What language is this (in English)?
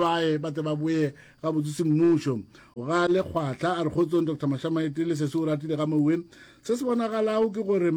Northern Sotho